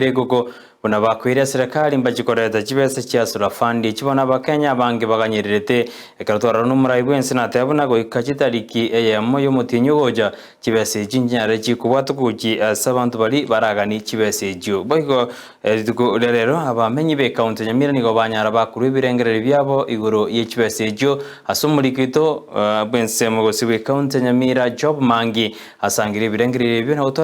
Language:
Gusii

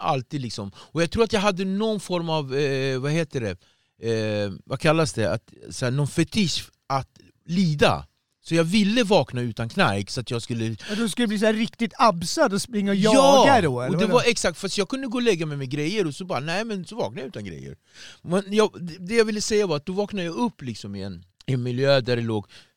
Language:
Swedish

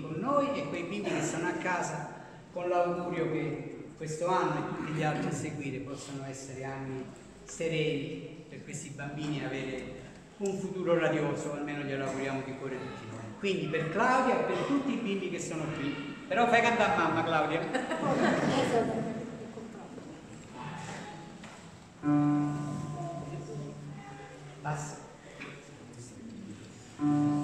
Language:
Italian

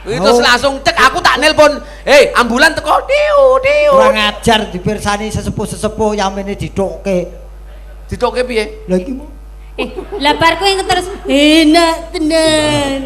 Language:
Javanese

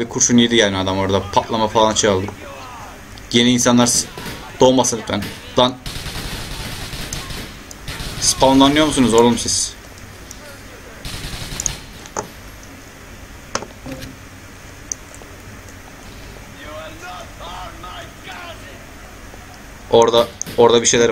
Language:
Turkish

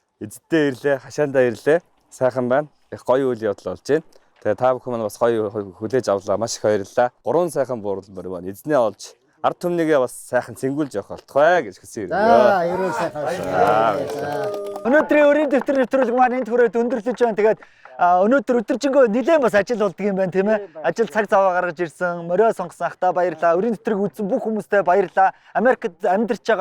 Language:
Mongolian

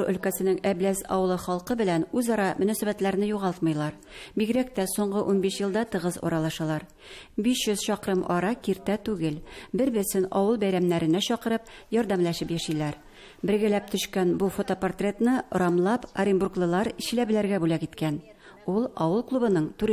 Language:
Tatar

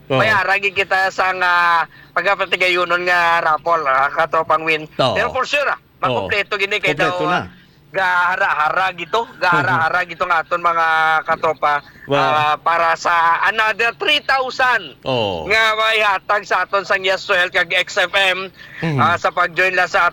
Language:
Hiligaynon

